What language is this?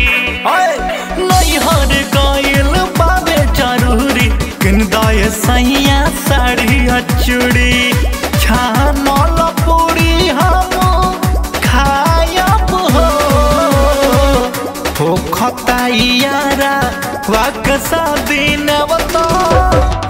Bhojpuri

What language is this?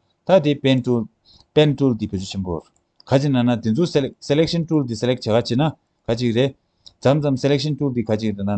Tibetan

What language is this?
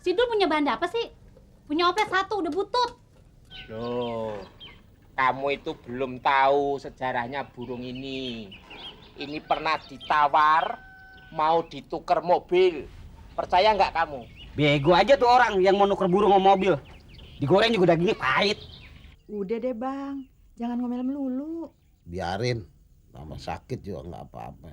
Betawi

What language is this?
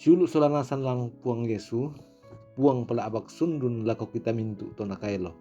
Toraja-Sa'dan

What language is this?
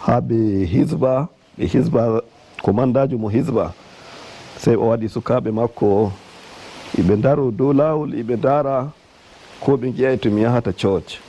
Nigerian Fulfulde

